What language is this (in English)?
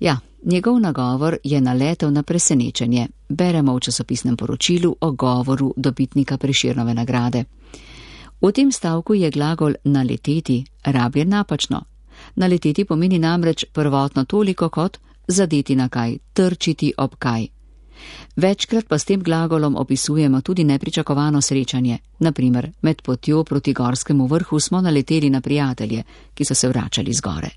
Slovenian